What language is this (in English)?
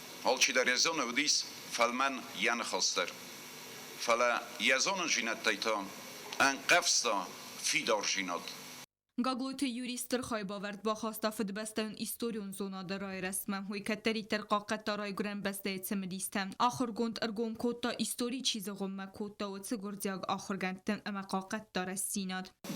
Ossetic